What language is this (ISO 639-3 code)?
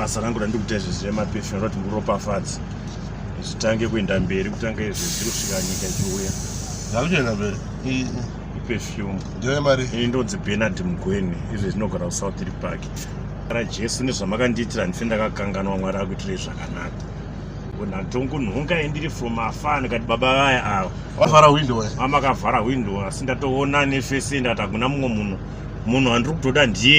sna